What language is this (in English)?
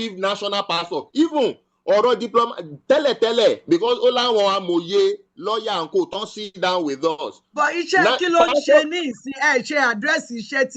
Yoruba